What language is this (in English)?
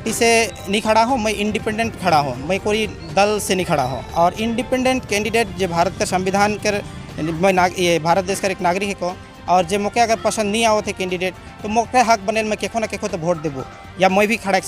Sadri